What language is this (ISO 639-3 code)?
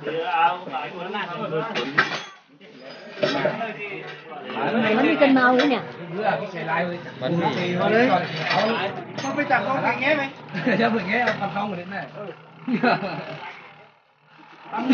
vie